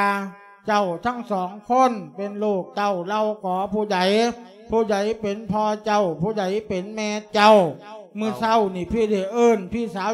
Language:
Lao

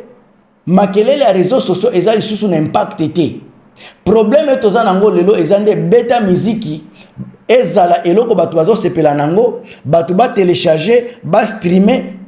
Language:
Lingala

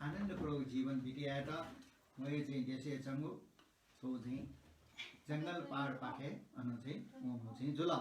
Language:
Newari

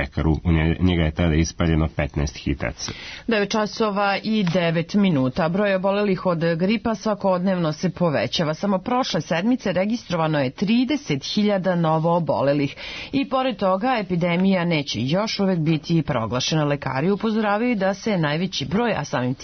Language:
Serbian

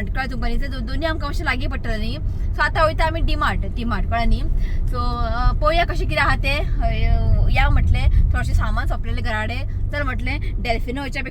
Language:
Konkani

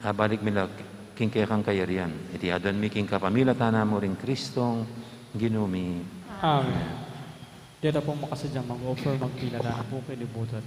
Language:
Pampanga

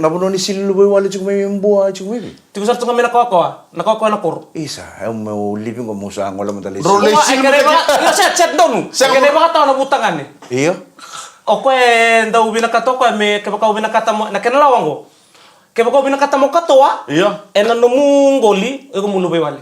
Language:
Fijian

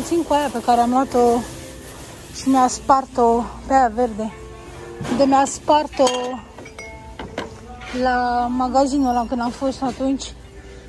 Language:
Romanian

